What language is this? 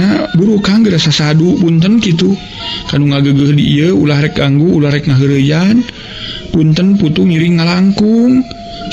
Sundanese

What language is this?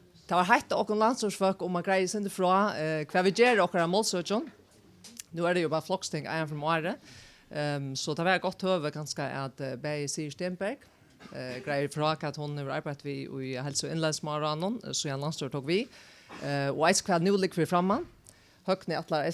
Faroese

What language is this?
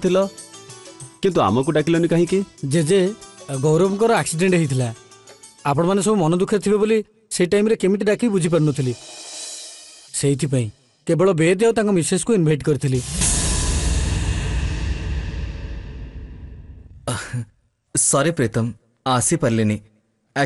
Odia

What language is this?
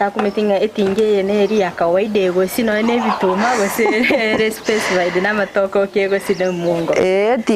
Gusii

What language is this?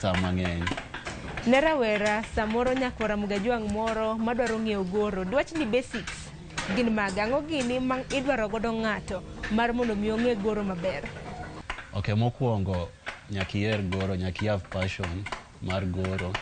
Luo (Kenya and Tanzania)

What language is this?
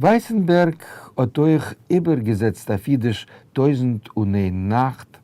Yiddish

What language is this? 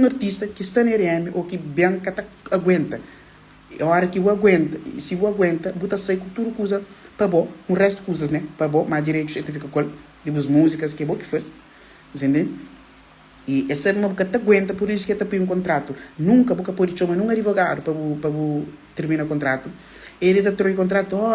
Kabuverdianu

